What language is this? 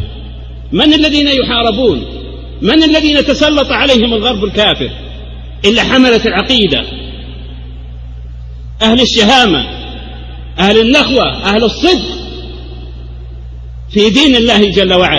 Arabic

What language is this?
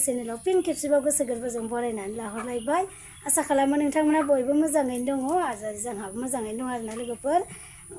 Bodo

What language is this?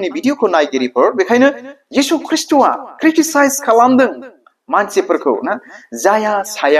Bodo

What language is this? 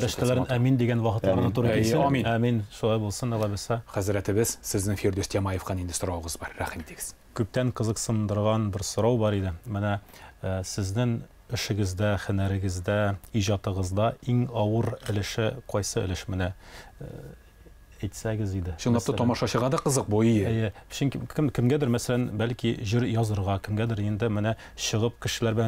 Tatar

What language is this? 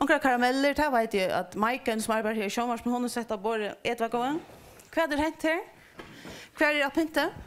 Faroese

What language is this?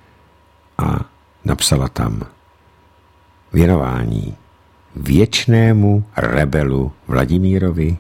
Czech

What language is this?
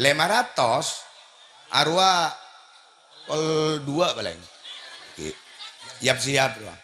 Madurese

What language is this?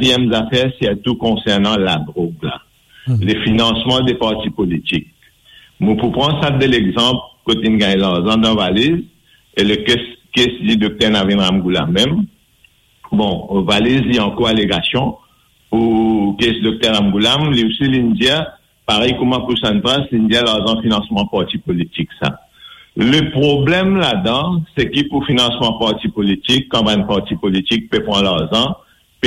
Morisyen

